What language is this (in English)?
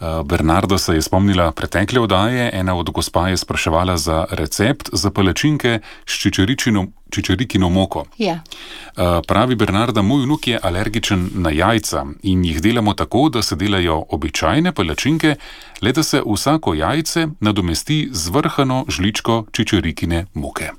Slovenian